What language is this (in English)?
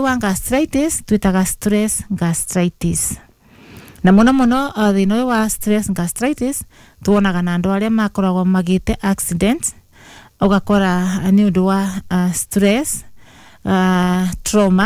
Kikuyu